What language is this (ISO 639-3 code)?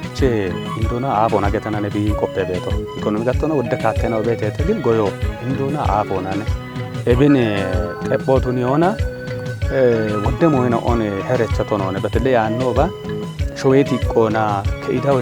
kbr